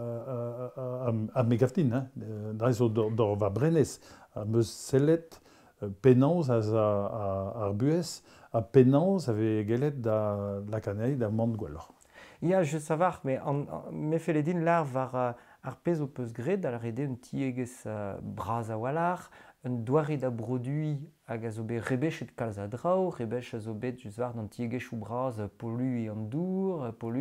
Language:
Breton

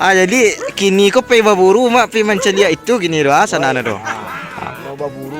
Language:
Minangkabau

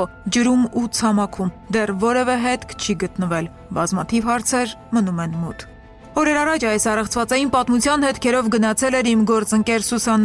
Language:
Armenian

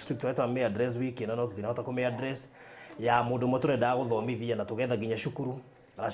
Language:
Kikuyu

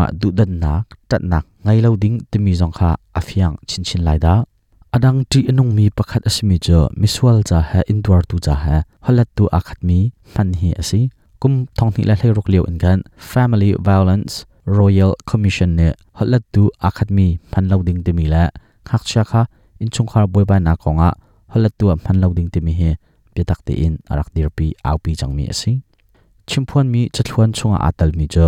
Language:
Hakha Chin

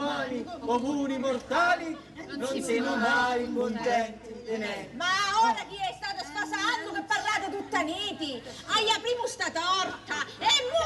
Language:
Sicilian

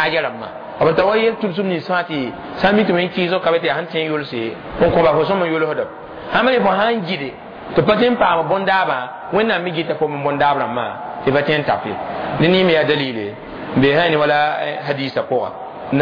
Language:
Mossi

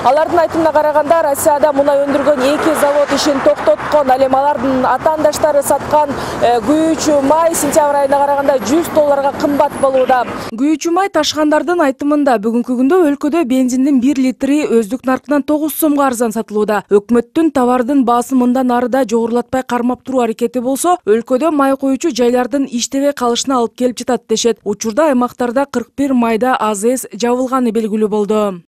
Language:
Kyrgyz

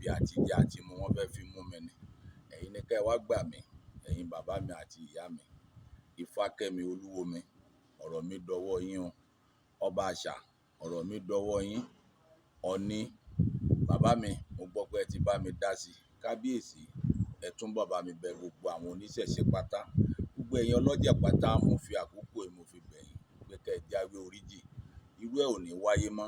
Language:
Yoruba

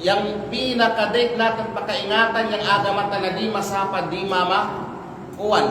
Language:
Kalagan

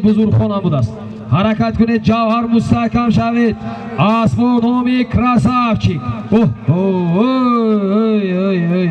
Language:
Tajik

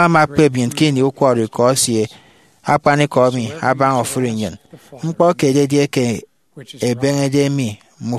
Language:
Efik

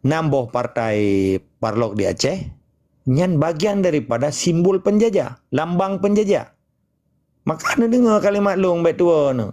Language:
Achinese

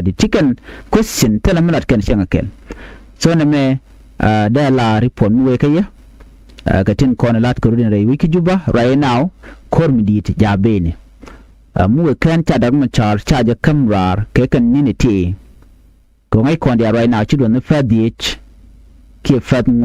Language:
Nuer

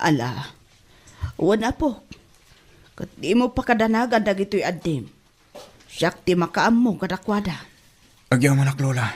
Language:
Iloko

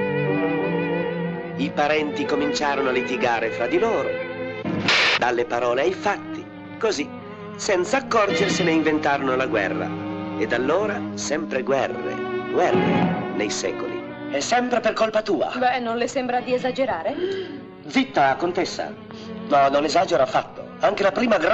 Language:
Italian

